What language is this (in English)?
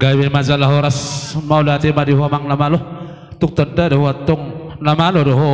Batak Toba